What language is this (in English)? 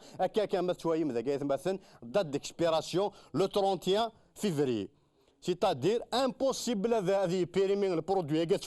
Kabyle